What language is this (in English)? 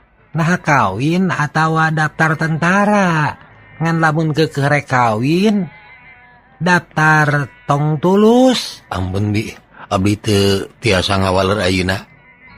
Sundanese